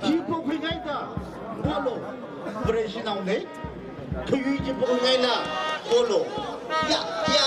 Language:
Tangkhul Naga (India)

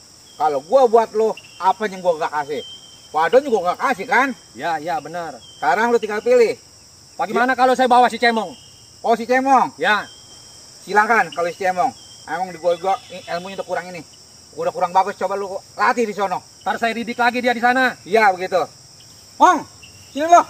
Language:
Betawi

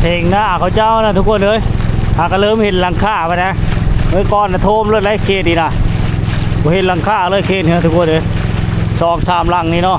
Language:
Lao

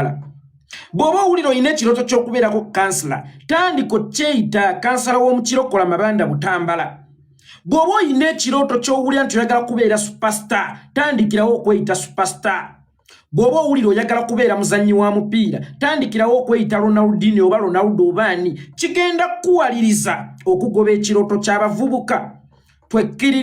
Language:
Ganda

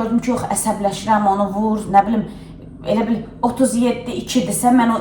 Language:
Azerbaijani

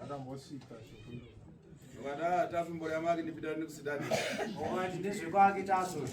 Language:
Shona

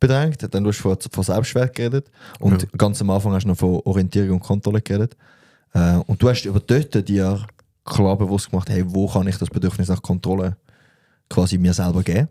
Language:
Swiss German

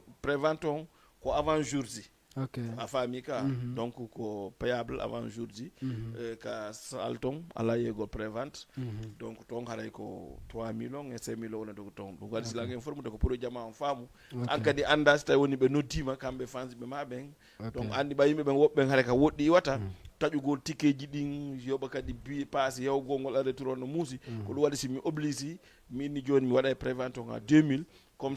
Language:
Fula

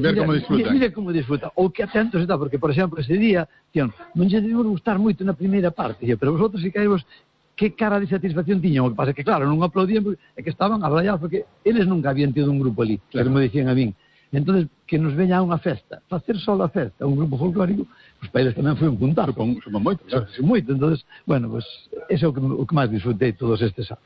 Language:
Galician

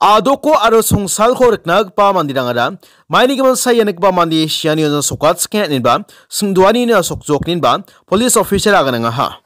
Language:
Garo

